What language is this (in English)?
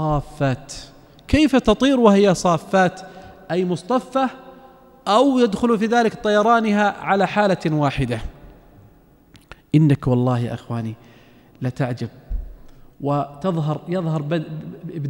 Arabic